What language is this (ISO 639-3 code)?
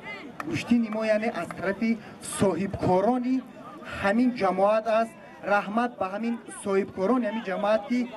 tgk